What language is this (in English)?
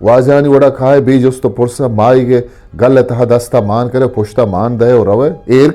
Eastern Balochi